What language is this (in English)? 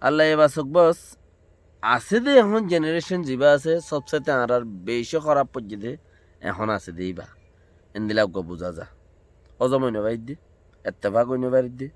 Rohingya